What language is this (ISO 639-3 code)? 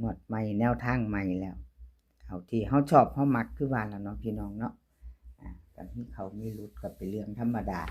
tts